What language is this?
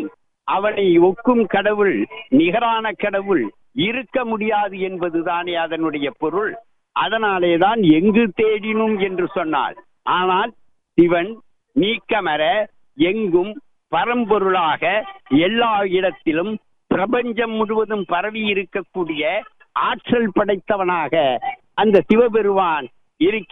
Tamil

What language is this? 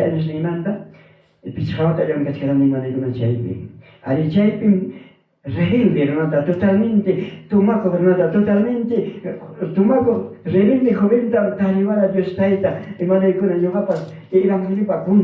Ayacucho Quechua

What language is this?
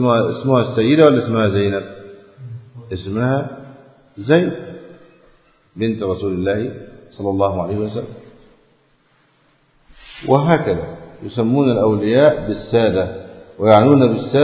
Arabic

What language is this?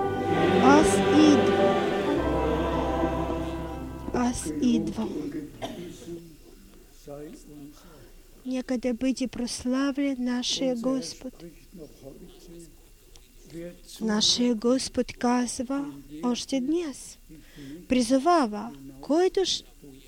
Bulgarian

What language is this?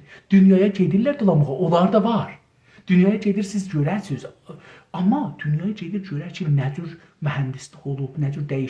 South Azerbaijani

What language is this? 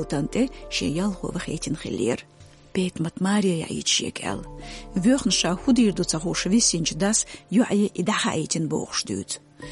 Chechen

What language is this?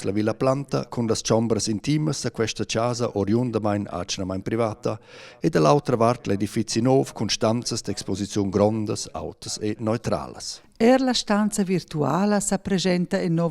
Romansh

